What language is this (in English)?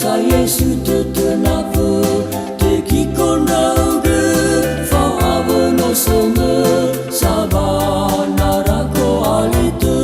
Nias